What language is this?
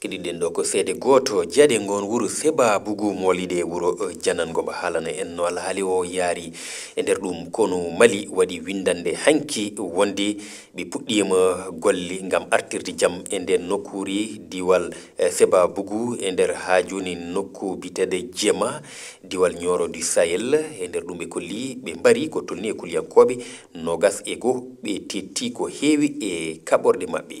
Fula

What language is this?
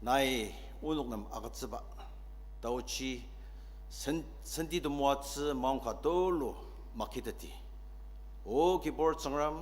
Ao Naga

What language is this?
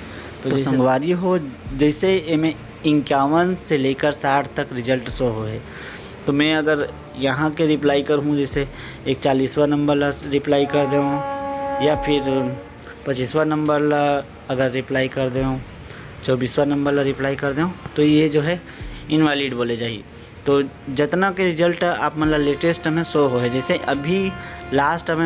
Chhattisgarhi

